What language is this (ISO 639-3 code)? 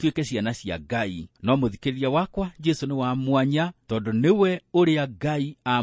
kik